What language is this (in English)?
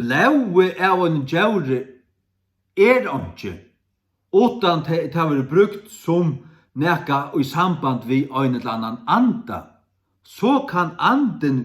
Faroese